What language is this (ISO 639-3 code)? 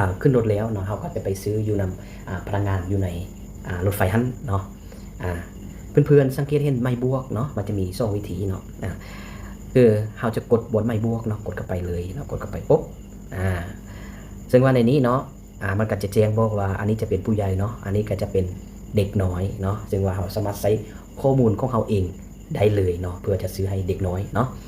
lao